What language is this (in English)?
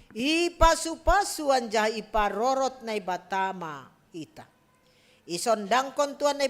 Batak Simalungun